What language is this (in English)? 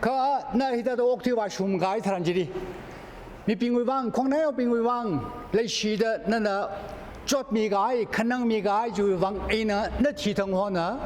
Tangkhul Naga (India)